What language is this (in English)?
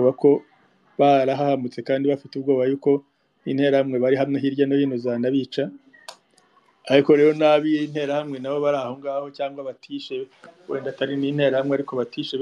Kinyarwanda